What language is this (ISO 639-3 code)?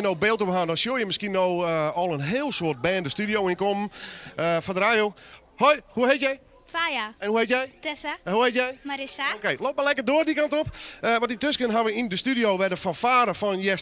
fry